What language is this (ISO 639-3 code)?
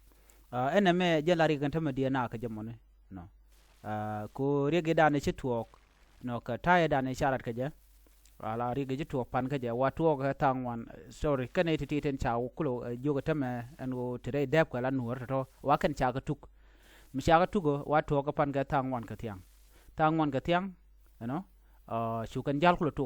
nus